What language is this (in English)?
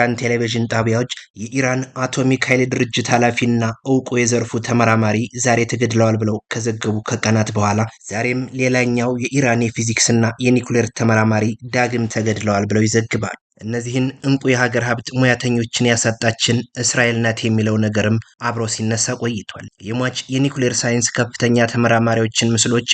Amharic